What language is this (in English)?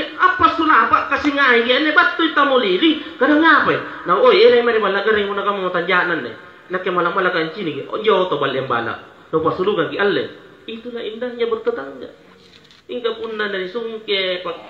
Makasar